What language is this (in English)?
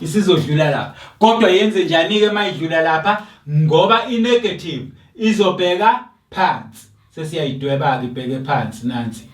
Zulu